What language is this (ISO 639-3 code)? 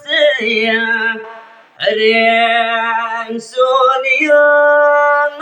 ban